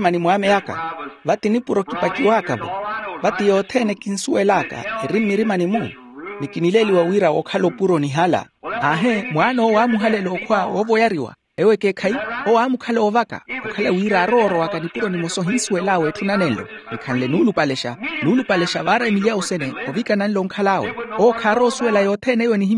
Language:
Makhuwa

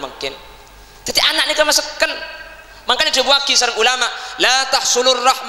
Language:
Madurese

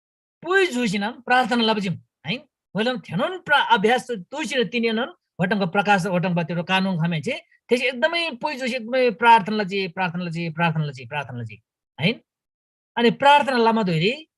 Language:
Eastern Tamang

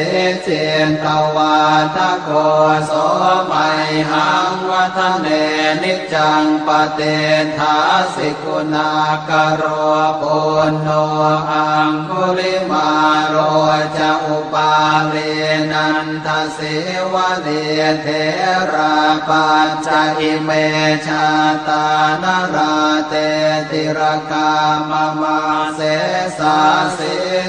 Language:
Pali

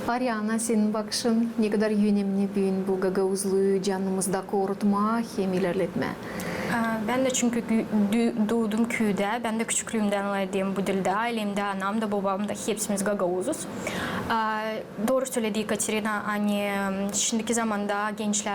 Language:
Gagauz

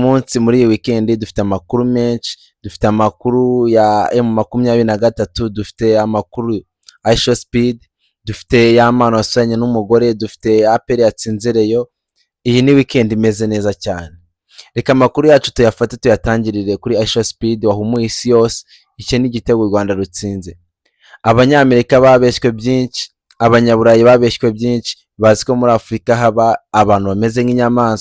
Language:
Kinyarwanda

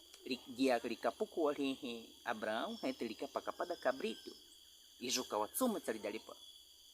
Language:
Baniwa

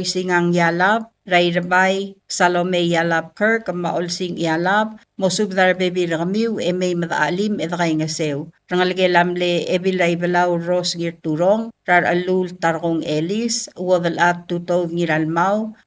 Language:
Palauan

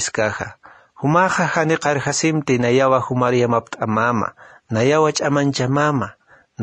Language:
Aymara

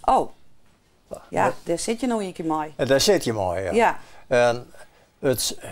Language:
Western Frisian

